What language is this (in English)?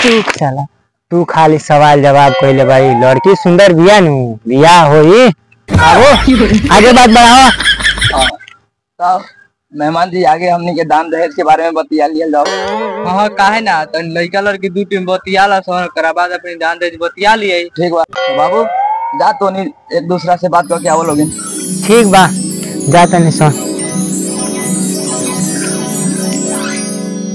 Bhojpuri